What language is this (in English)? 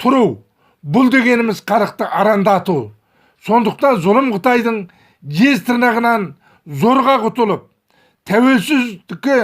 Kazakh